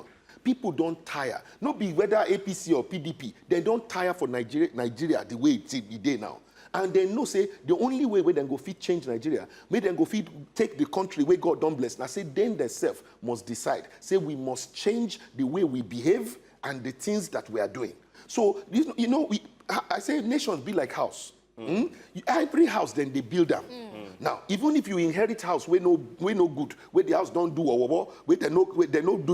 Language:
Nigerian Pidgin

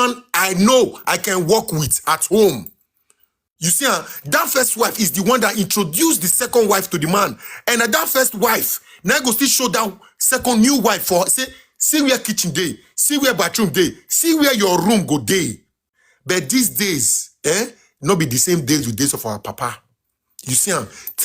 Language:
Nigerian Pidgin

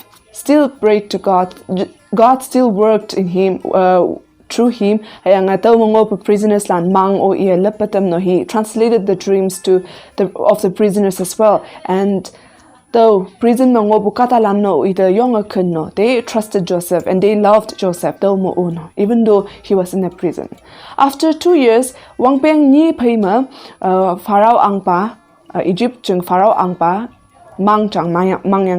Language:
Konyak Naga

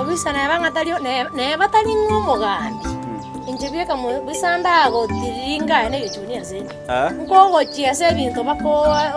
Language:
Gusii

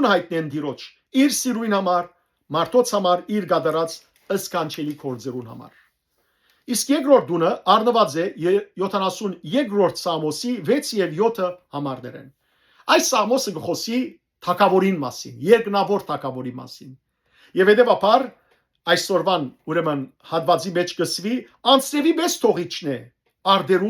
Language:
Western Armenian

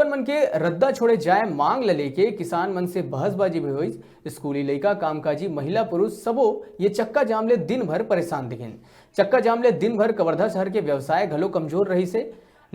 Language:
Chhattisgarhi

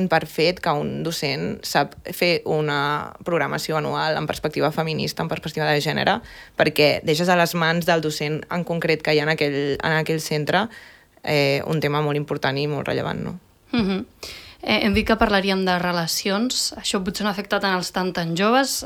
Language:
Catalan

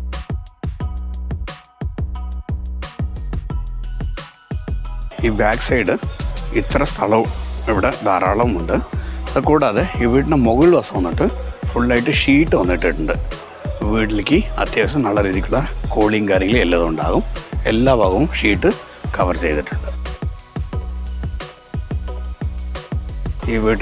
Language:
Malayalam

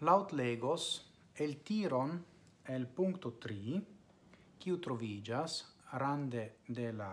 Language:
Esperanto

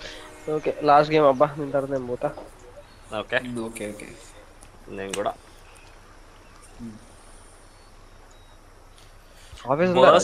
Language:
Telugu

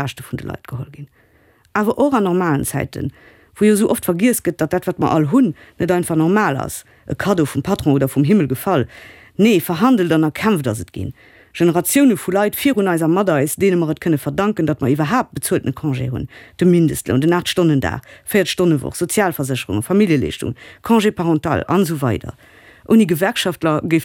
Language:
Luxembourgish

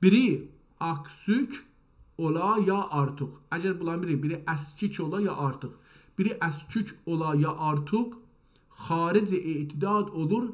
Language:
South Azerbaijani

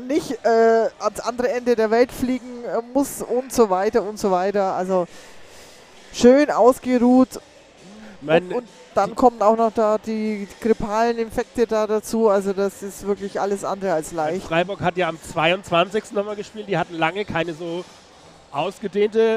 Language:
German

